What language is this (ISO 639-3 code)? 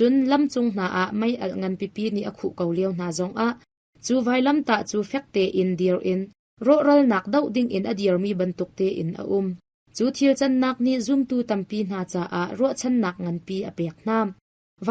cnh